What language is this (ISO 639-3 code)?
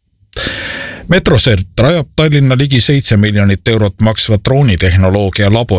est